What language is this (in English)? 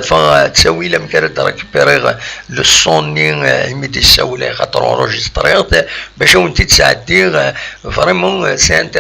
Kabyle